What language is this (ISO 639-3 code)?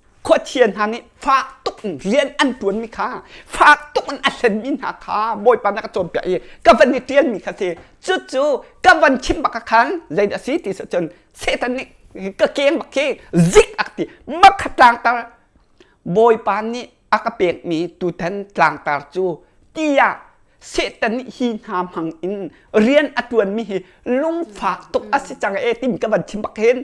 cnh